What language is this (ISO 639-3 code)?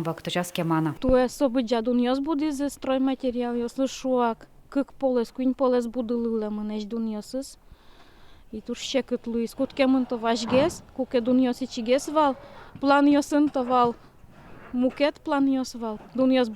udm